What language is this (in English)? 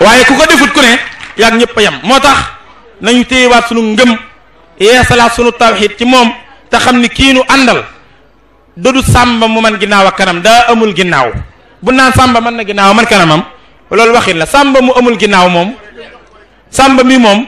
Wolof